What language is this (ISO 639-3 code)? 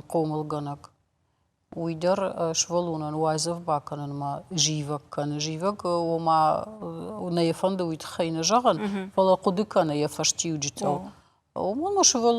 oss